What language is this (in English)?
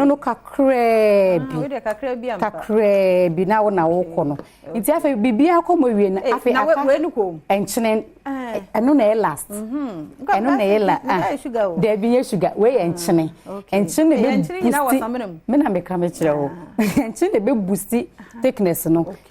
Akan